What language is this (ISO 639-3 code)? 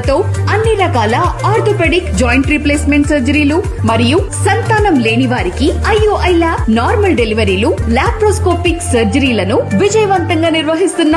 tel